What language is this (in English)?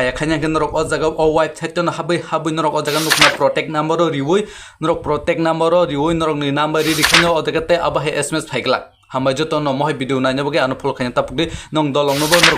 Kok Borok